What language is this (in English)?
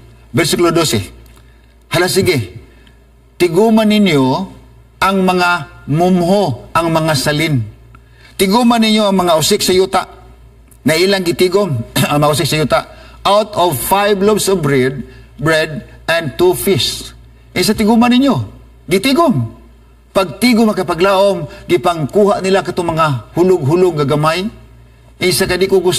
Cebuano